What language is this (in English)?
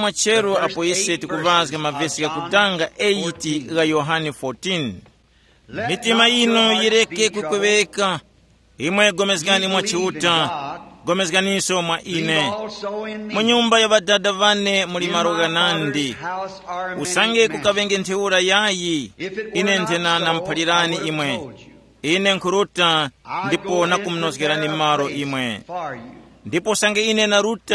Tumbuka